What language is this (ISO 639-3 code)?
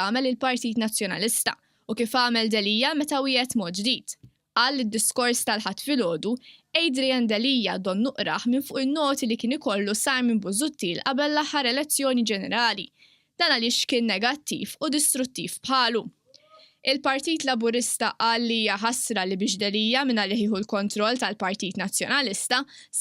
mlt